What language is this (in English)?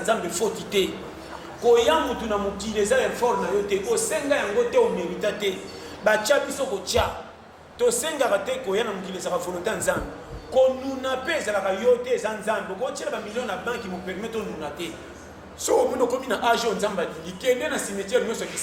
Lingala